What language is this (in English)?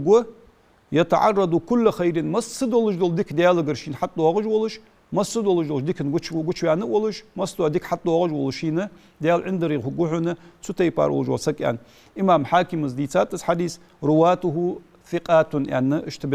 Ingush